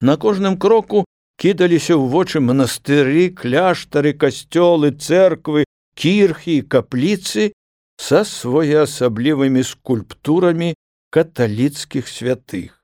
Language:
Belarusian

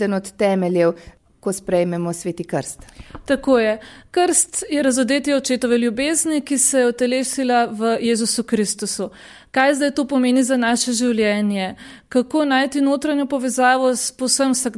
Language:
Slovenian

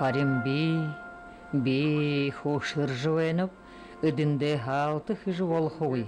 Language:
Buriat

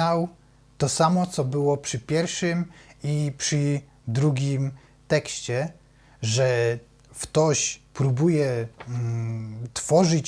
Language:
Silesian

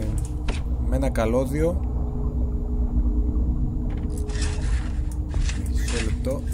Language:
Greek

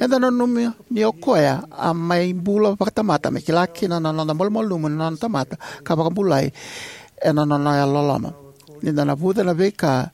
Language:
Fijian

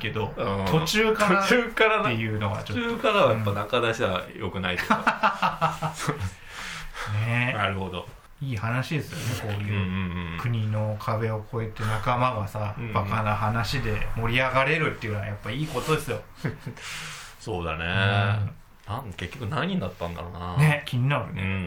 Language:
Japanese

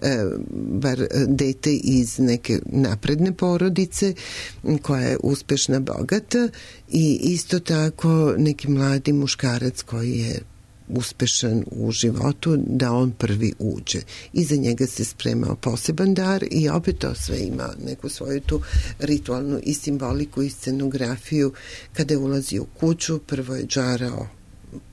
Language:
Serbian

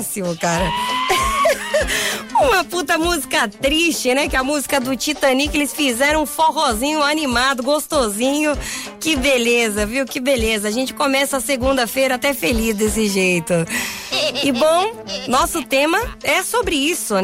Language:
Portuguese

